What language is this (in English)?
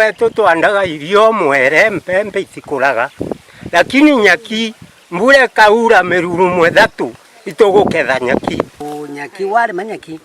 Meru